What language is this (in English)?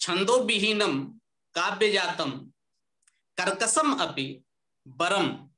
Sanskrit